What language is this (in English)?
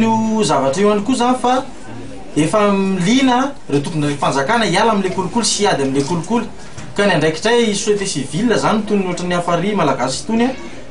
Malagasy